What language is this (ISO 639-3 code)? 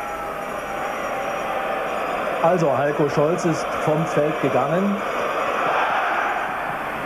deu